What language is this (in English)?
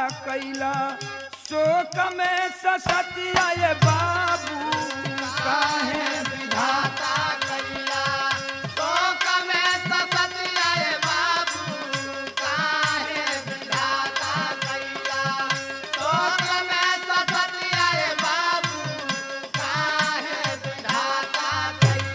Bhojpuri